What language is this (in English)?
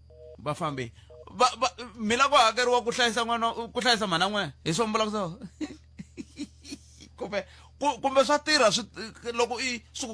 Tsonga